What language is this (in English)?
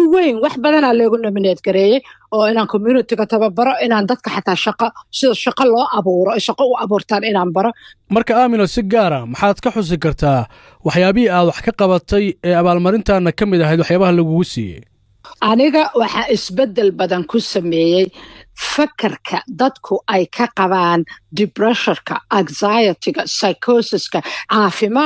Somali